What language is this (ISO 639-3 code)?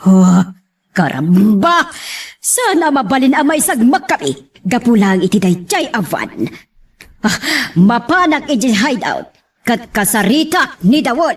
ilo